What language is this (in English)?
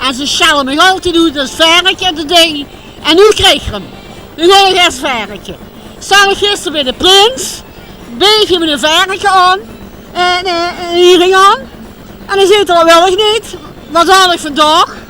Limburgish